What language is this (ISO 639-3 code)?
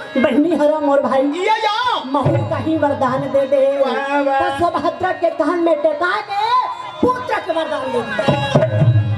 hne